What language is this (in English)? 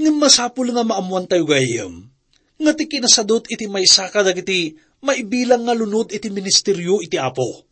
Iloko